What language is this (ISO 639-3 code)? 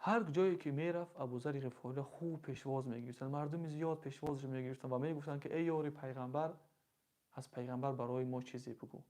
tgk